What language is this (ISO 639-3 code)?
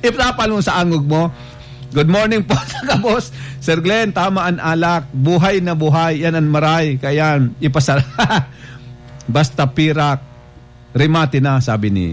bik